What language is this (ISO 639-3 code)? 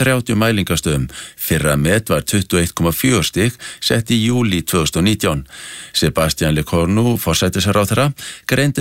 isl